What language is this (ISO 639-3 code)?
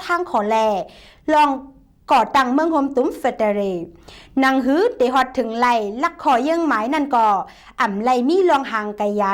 shn